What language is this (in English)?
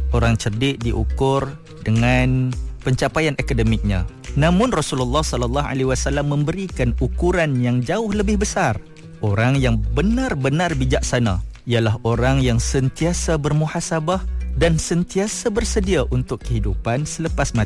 Malay